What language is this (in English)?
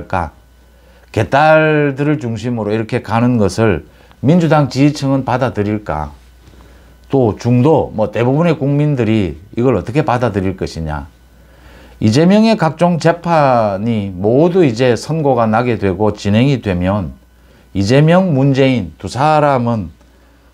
Korean